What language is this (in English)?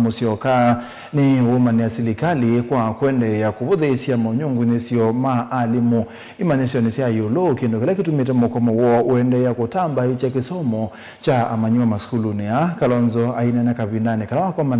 Kamba